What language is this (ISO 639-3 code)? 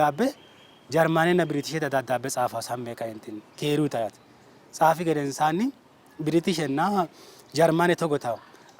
sid